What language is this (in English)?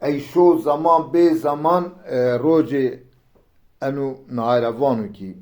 Zaza